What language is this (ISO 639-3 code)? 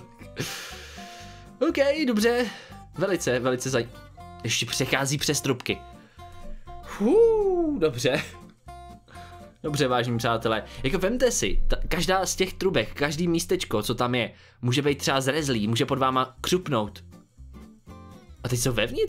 ces